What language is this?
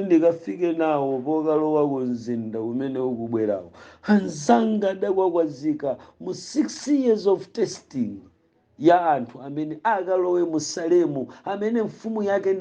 Nyanja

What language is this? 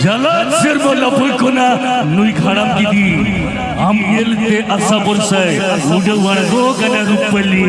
Santali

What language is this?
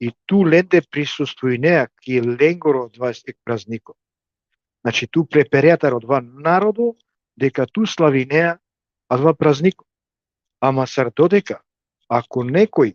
Balkan Romani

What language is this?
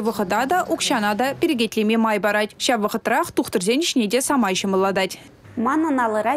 Chuvash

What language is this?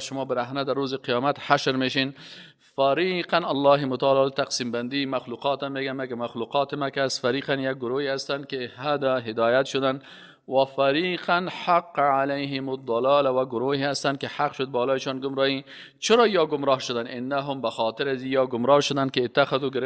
Persian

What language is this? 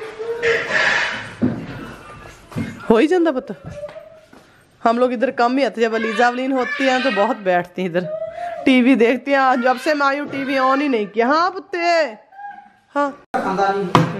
Hindi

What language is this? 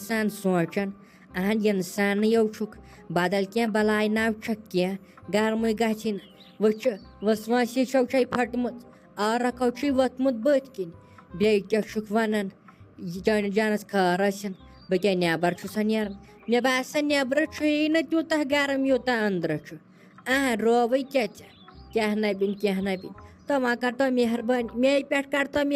Kashmiri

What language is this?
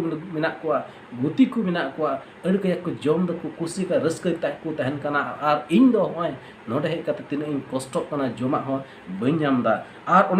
Santali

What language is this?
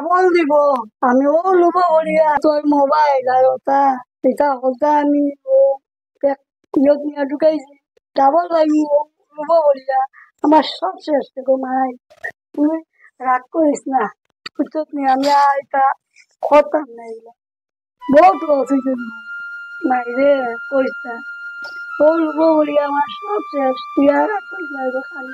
Sylheti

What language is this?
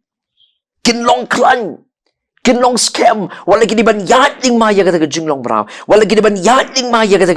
Khasi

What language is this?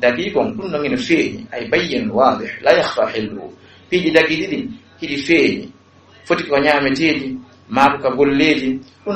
Fula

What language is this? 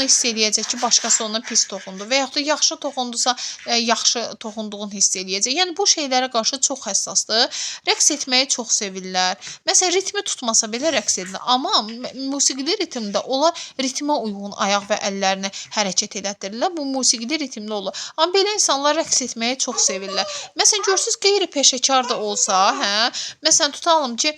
Azerbaijani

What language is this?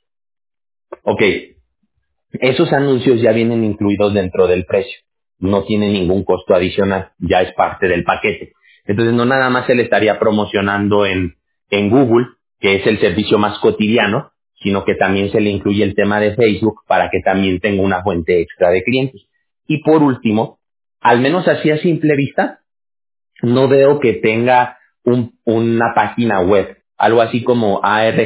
Spanish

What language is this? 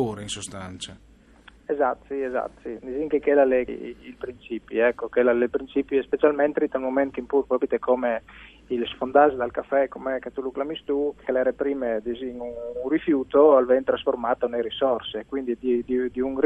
Friulian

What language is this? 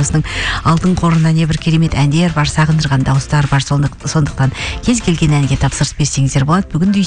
Kazakh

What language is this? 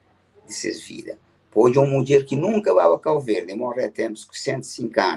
Kabuverdianu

